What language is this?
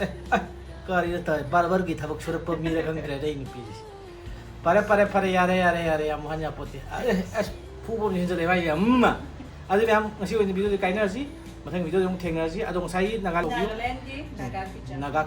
Manipuri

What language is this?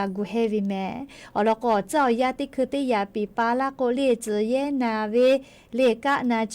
Lahu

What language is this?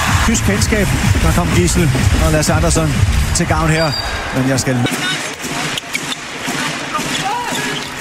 Danish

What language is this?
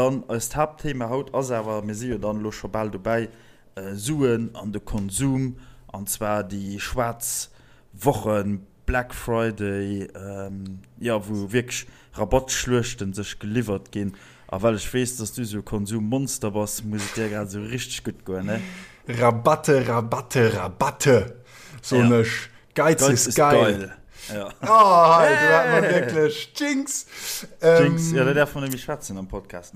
Luxembourgish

